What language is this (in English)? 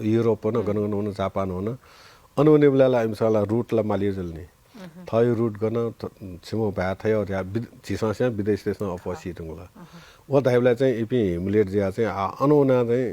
Newari